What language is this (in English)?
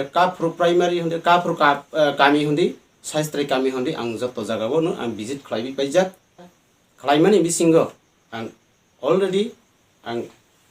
Kok Borok